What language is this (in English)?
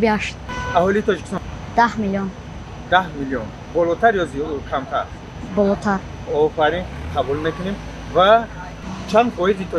Tajik